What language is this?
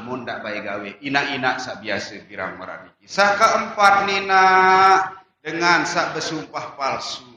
Sasak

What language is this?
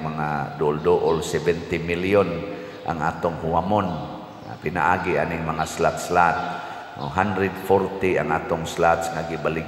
Cebuano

